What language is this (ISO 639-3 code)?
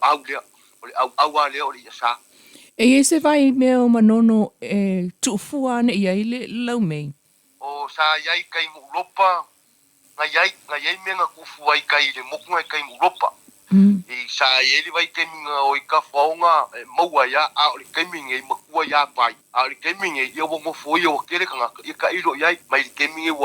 smo